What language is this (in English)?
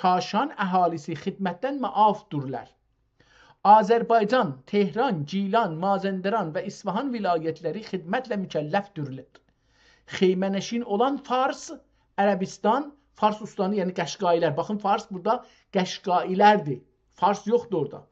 South Azerbaijani